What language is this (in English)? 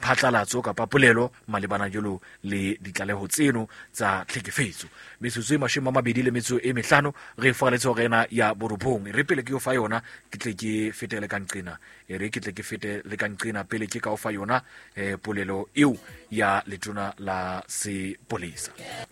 Southern Sotho